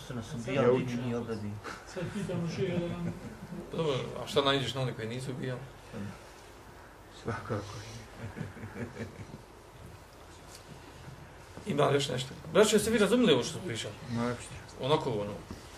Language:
Bosnian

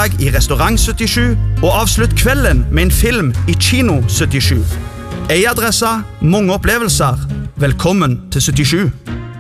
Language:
Norwegian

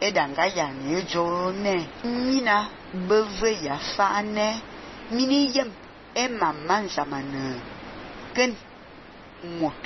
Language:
Fang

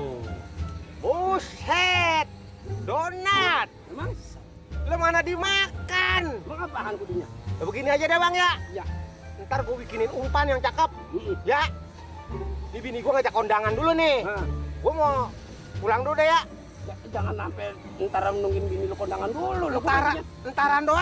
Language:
Betawi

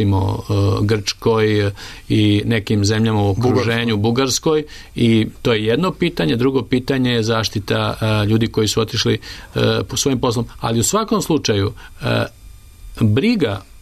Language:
Serbian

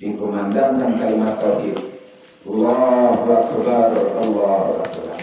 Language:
Minangkabau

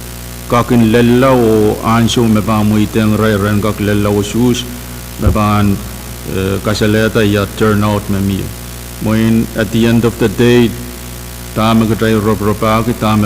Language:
Pohnpeian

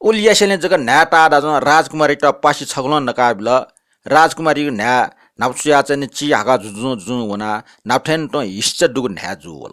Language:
Newari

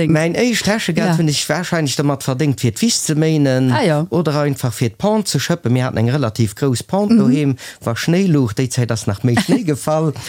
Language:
Luxembourgish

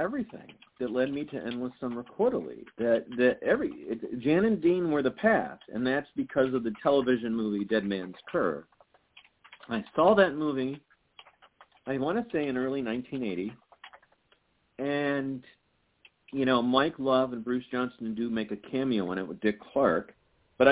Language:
English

